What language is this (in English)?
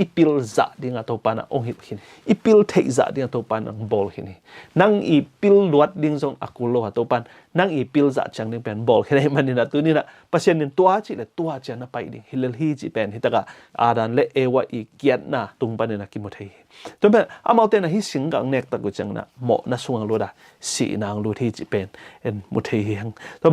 Tedim Chin